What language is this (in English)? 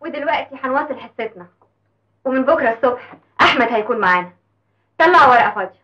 Egyptian Arabic